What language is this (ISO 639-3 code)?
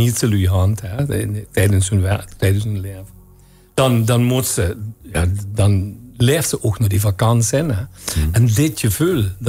lim